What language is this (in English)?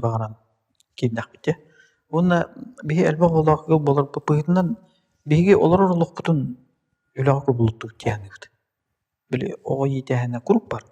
Yakut